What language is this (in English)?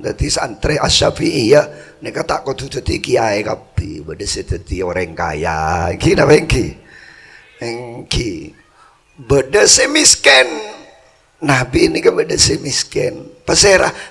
Madurese